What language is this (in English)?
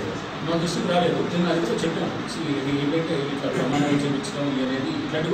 Telugu